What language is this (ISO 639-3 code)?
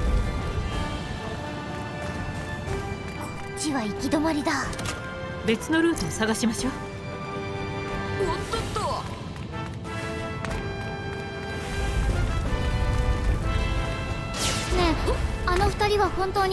jpn